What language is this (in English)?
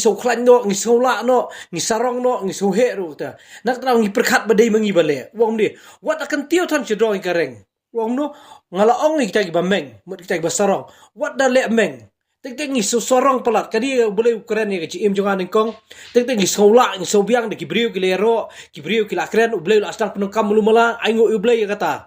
Khasi